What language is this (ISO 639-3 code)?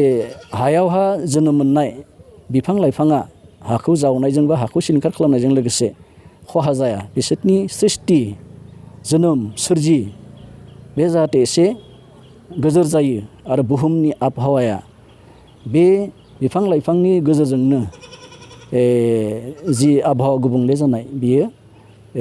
brx